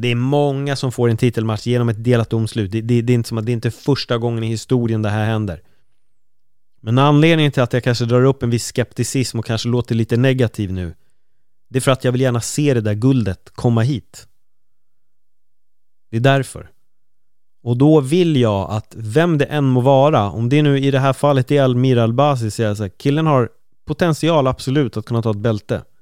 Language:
Swedish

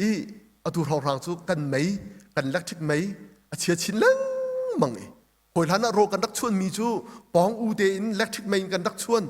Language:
Hakha Chin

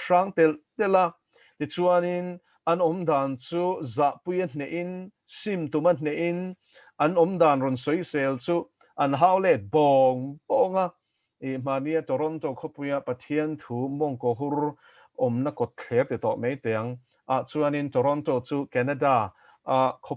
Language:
Mizo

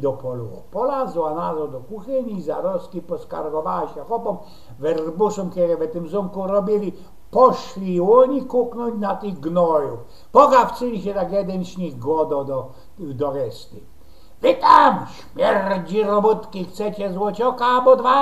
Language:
Silesian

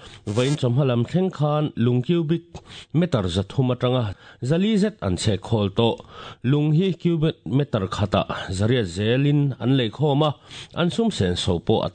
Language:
Mizo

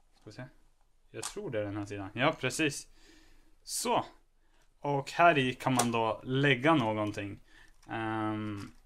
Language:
Swedish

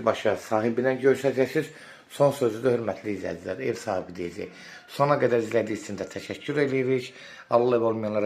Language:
Azerbaijani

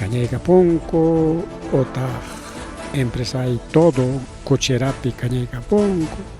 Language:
Ayacucho Quechua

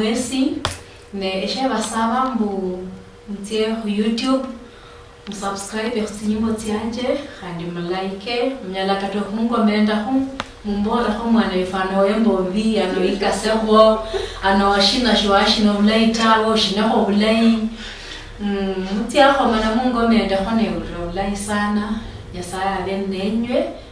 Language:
Luyia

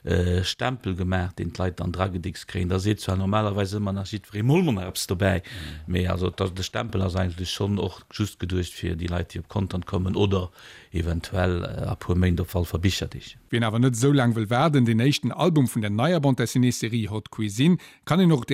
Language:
Luxembourgish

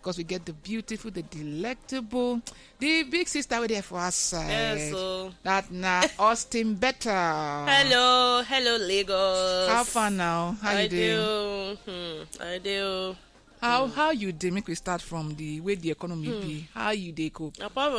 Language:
Nigerian Pidgin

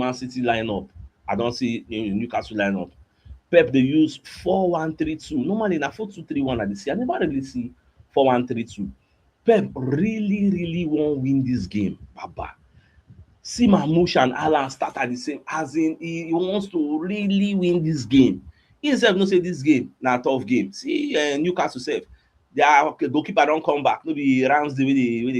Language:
Nigerian Pidgin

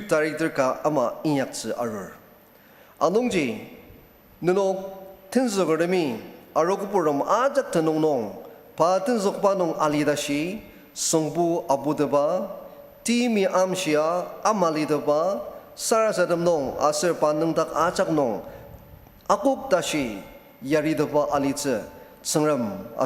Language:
Ao Naga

